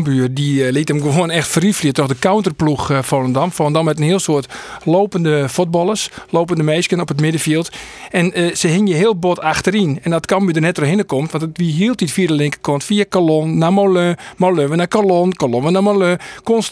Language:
Western Frisian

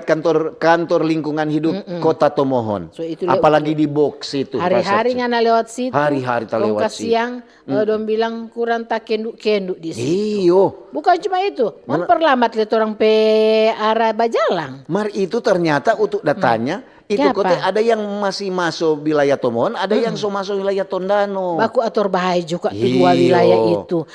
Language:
Manado Malay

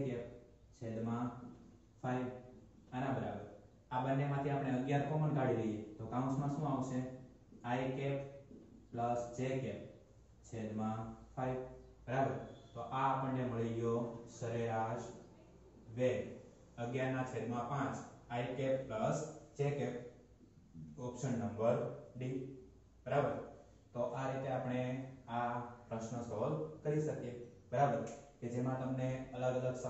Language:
Gujarati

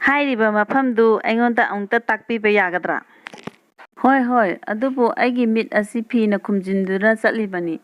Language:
Manipuri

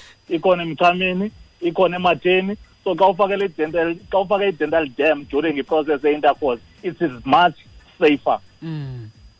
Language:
Xhosa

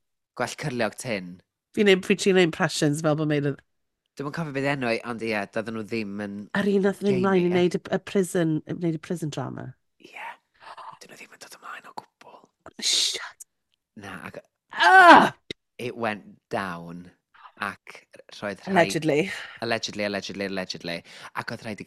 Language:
Welsh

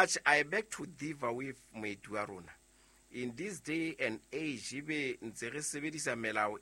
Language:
Southern Sotho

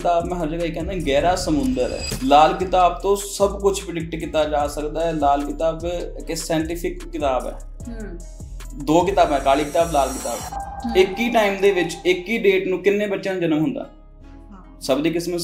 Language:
Punjabi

